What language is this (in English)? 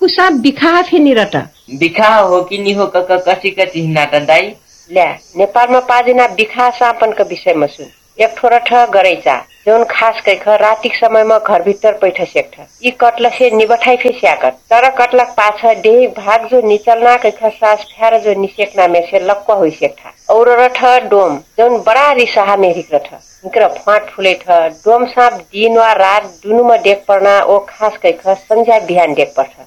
Dangaura Tharu